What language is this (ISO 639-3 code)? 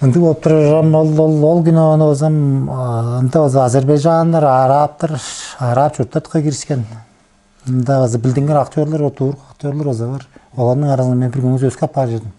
tyv